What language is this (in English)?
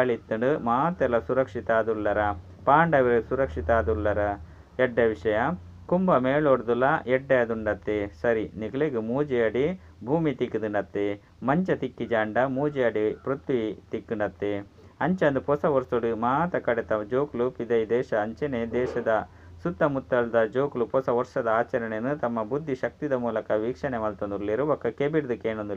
Tulu